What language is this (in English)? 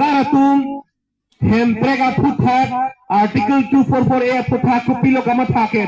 Karbi